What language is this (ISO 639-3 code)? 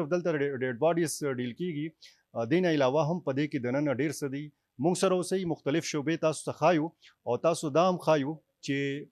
pus